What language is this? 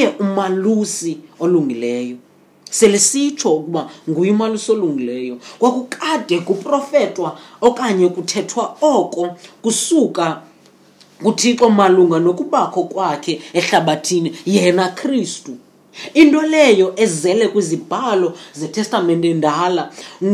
Xhosa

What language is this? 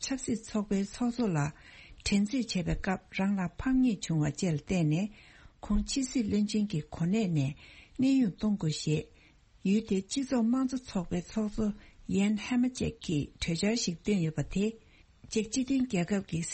Tibetan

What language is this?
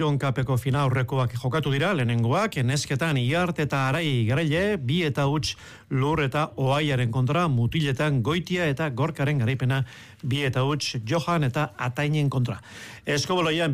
Basque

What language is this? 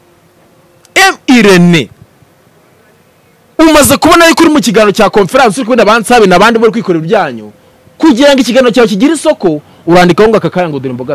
Kinyarwanda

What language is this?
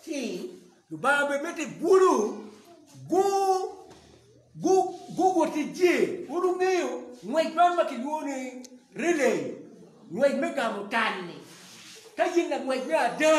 Acoli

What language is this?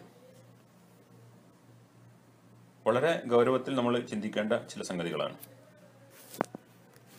Malayalam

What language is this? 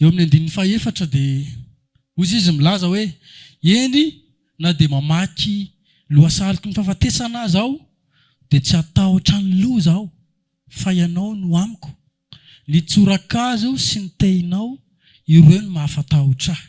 Malagasy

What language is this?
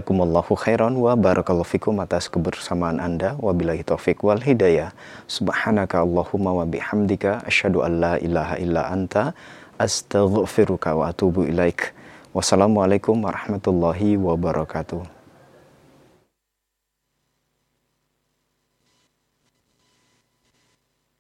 Indonesian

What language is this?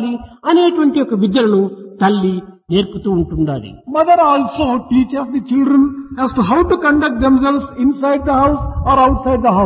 Telugu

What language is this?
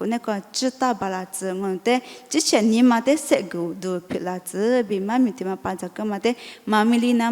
Lisu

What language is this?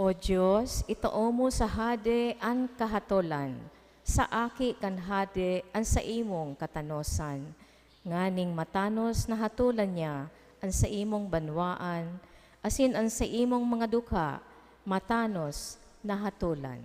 Bikol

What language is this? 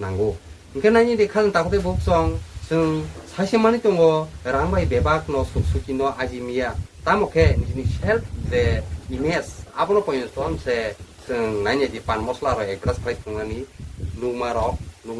Kok Borok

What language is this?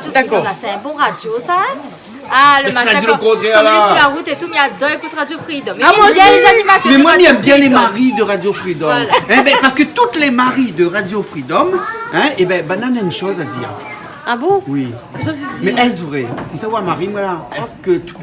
Réunion Creole French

